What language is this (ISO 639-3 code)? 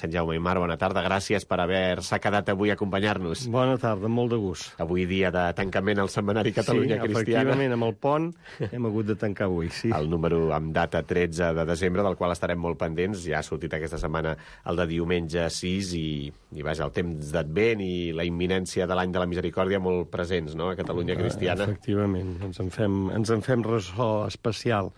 cat